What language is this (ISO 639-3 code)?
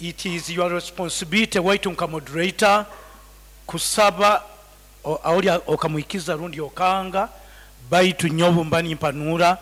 nyo